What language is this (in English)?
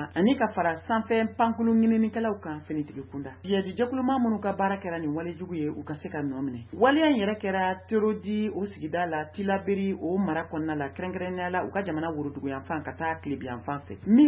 Bambara